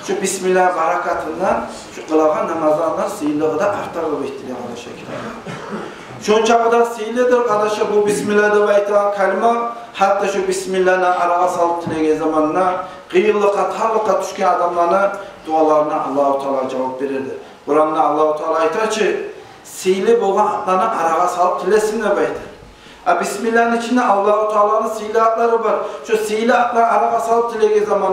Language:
Kumyk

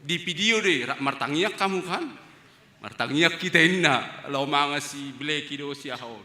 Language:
Batak Toba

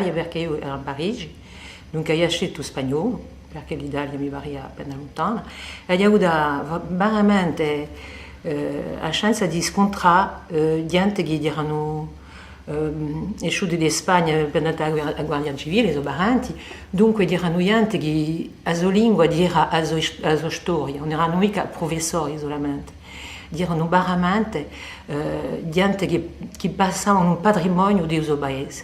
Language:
Corsican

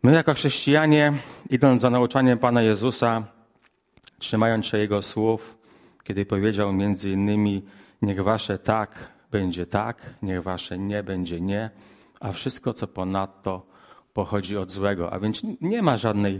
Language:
Polish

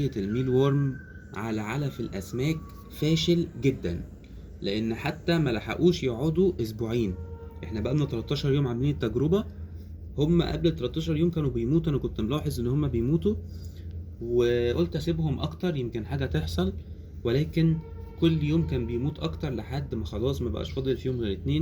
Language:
Egyptian Arabic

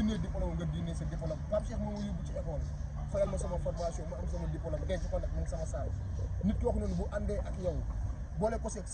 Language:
Wolof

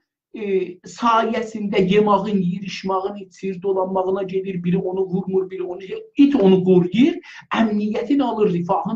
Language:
South Azerbaijani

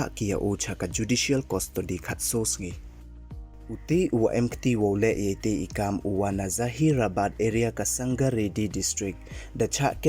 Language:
Pnar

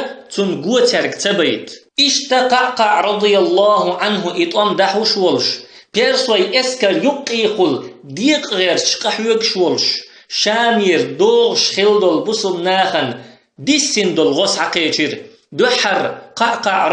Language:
Chechen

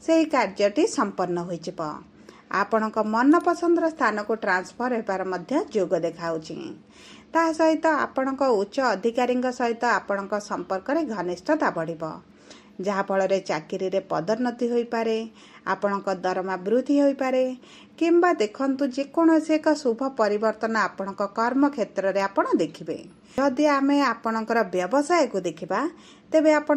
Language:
Odia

